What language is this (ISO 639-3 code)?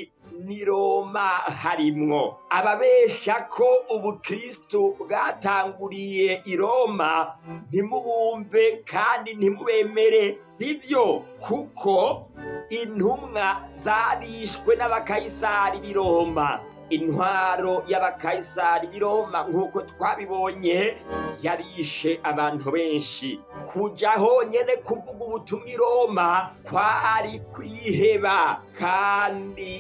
run